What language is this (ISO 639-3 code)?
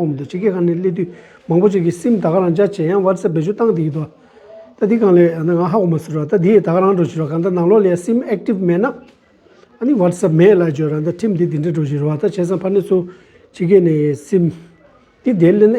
bod